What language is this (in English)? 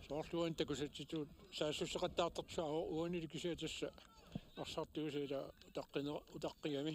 Kalaallisut